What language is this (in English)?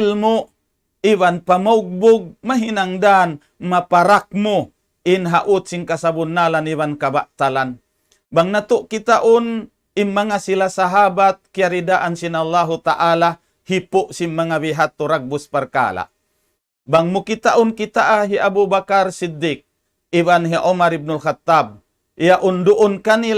Tausug